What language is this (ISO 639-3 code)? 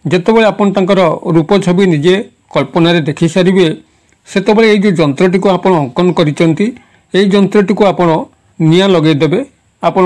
ori